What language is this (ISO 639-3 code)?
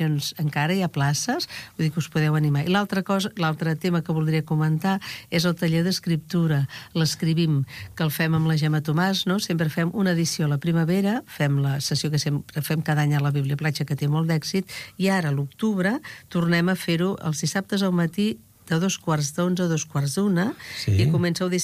cat